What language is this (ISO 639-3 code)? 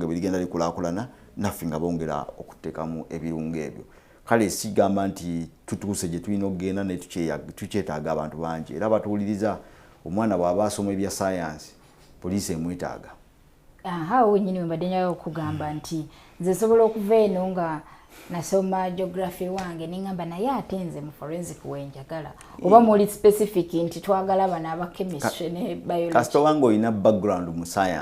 lug